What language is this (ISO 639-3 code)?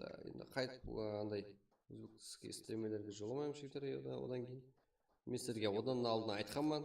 kaa